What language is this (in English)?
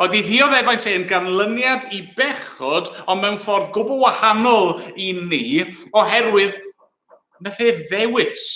Welsh